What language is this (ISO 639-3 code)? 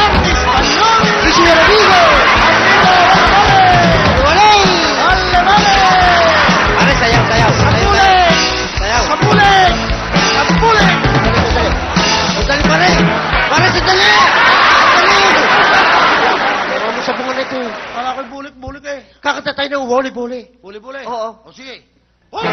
fil